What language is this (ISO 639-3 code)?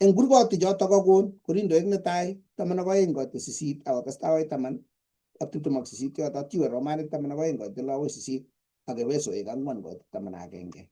kln